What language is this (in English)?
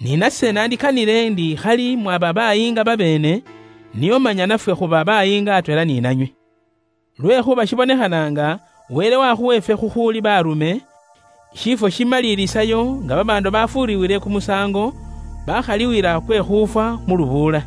Luyia